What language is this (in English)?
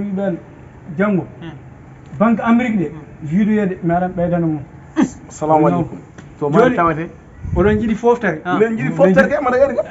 Fula